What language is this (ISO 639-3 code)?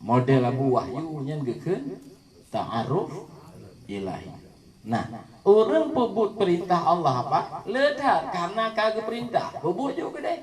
ace